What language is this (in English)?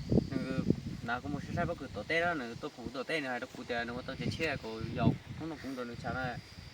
Hmong